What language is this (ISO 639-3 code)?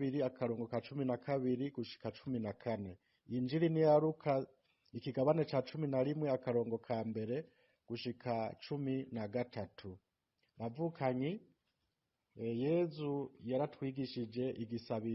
run